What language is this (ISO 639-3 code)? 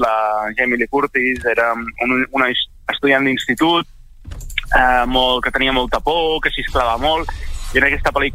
cat